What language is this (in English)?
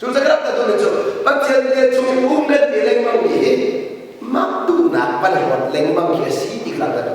Hakha Chin